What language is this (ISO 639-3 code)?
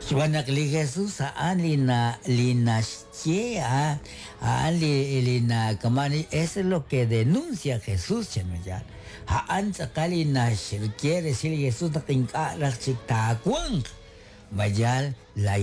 kek